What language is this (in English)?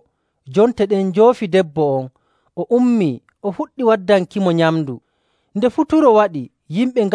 Nigerian Fulfulde